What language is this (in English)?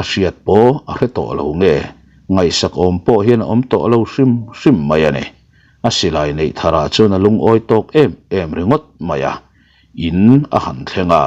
Mizo